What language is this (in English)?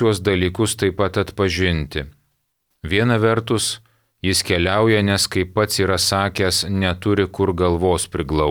Lithuanian